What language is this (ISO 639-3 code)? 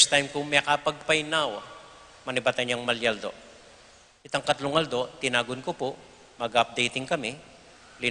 pam